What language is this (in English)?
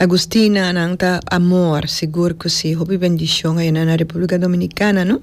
Papiamento